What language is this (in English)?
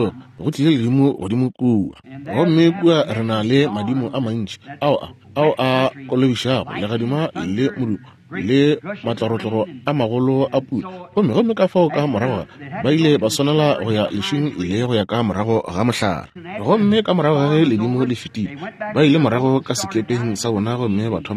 Northern Sotho